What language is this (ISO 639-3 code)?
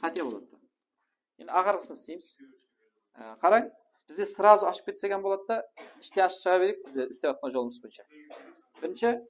kaa